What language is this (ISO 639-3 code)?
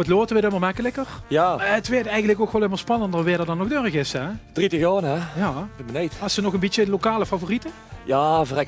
lim